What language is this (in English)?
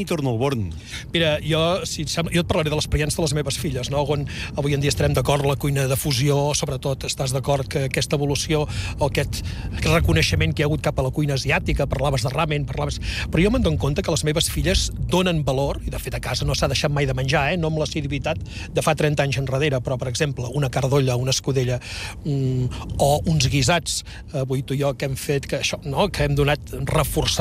Catalan